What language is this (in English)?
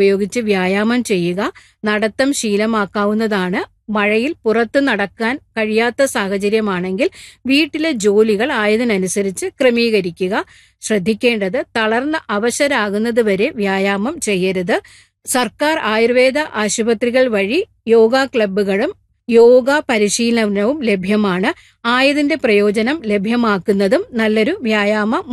Malayalam